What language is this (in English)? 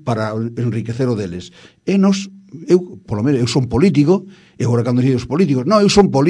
Galician